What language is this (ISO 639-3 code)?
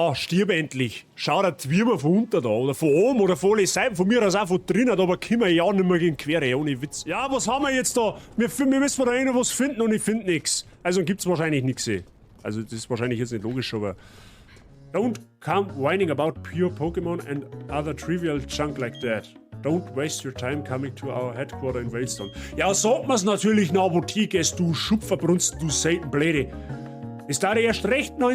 bar